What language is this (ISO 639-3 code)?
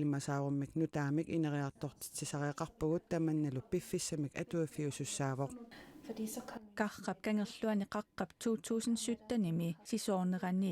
kal